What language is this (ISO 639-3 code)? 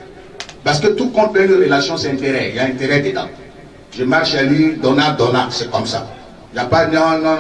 fra